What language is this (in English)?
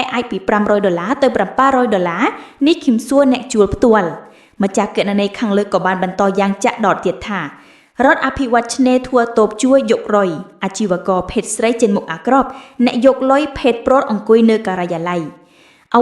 Khmer